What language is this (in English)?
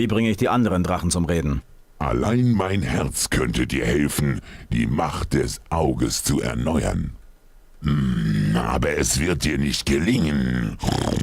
Bavarian